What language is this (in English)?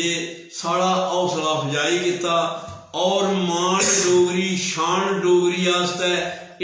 Dogri